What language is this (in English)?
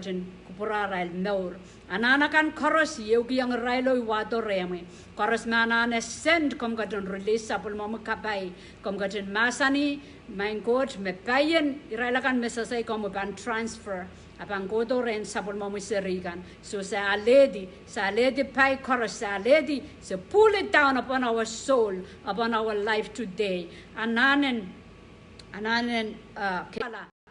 Pohnpeian